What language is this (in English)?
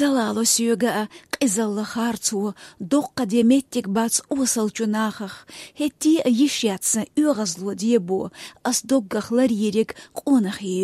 Chechen